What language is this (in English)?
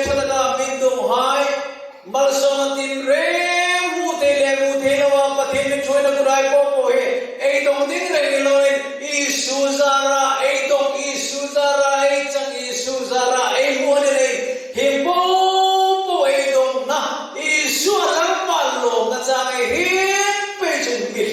Hmar